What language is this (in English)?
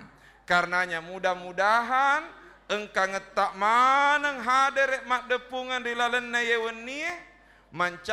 Buginese